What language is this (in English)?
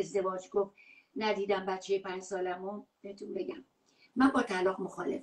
Persian